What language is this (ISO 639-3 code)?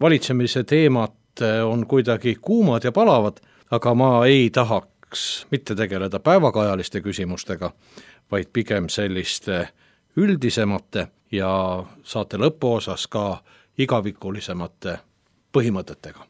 est